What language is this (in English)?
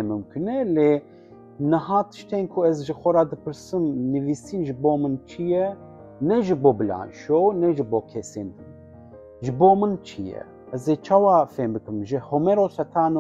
Kurdish